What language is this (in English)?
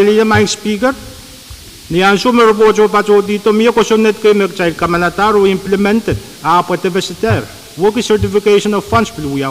Pohnpeian